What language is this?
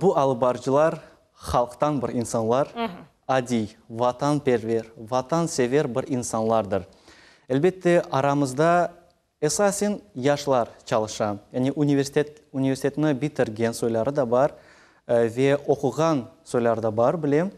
Crimean Tatar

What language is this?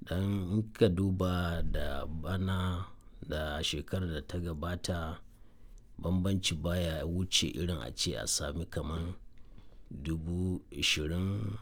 Hausa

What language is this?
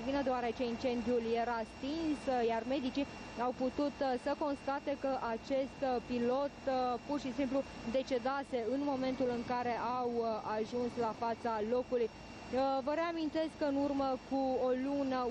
Romanian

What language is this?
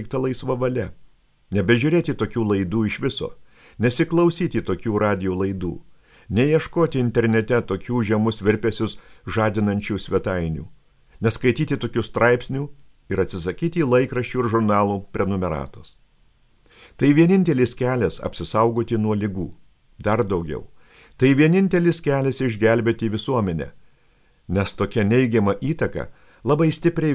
Lithuanian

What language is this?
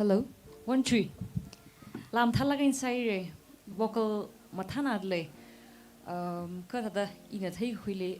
Tangkhul Naga (India)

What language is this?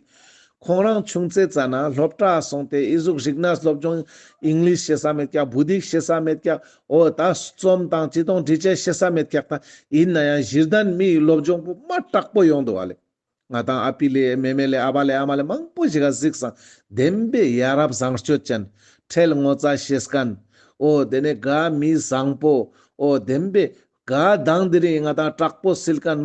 Ladakhi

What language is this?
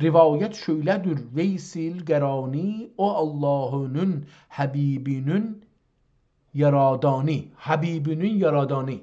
South Azerbaijani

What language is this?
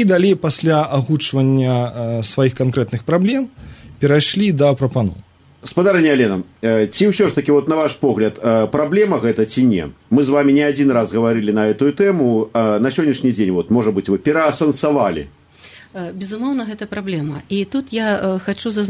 Belarusian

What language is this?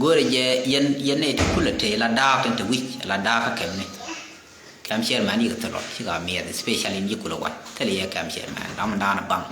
Nuer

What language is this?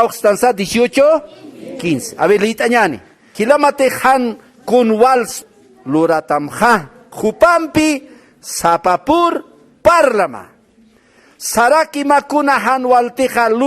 Aymara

